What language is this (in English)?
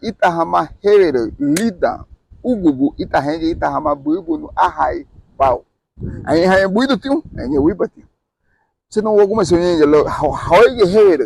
Garifuna